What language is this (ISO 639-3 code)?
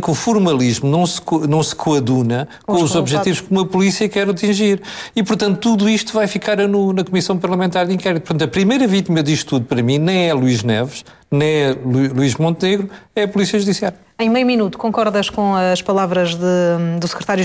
por